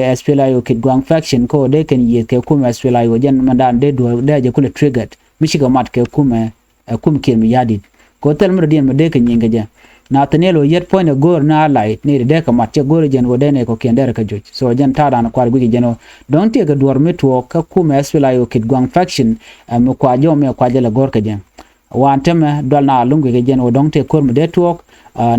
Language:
Nuer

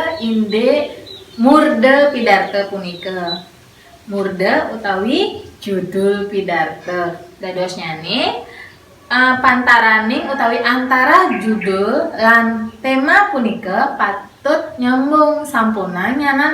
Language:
Balinese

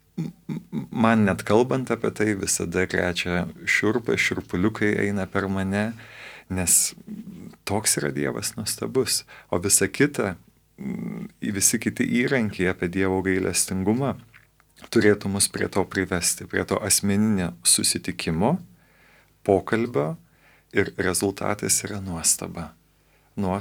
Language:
Lithuanian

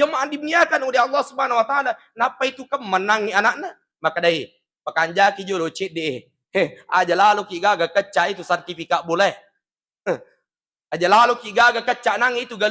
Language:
Buginese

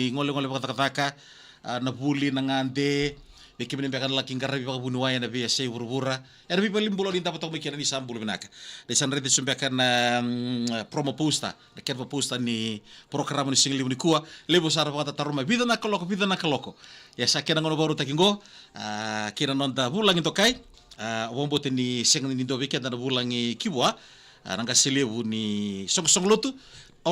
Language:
Fijian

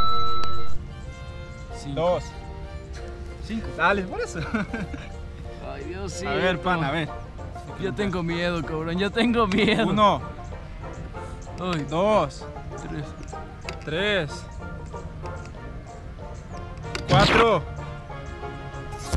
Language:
Spanish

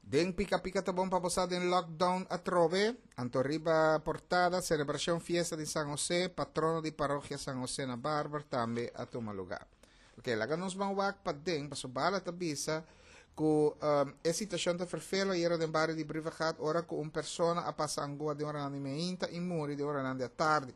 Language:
Papiamento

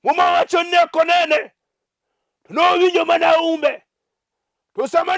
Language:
Luo (Kenya and Tanzania)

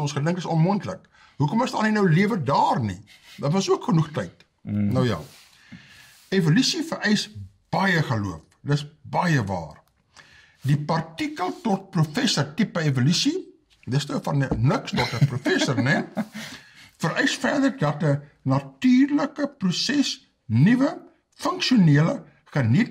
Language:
Afrikaans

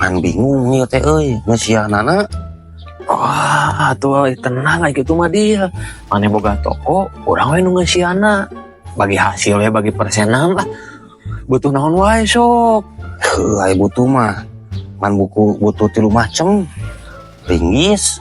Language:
Sundanese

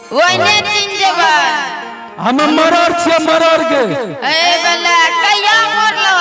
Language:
Angika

